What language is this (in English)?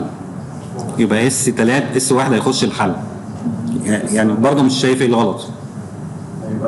Egyptian Arabic